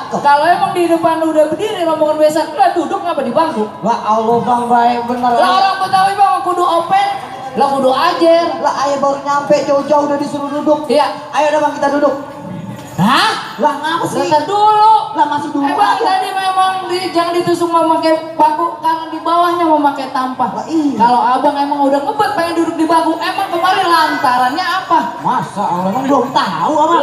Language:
Betawi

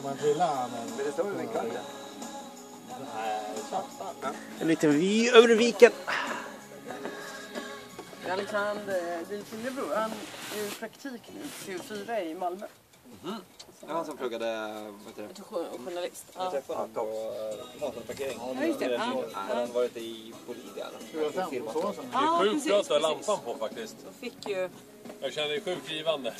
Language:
Swedish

